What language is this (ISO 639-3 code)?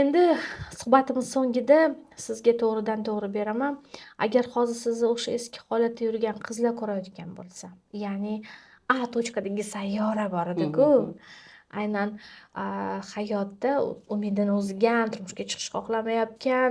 uzb